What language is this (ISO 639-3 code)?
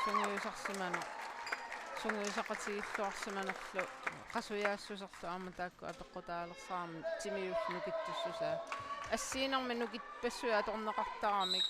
kal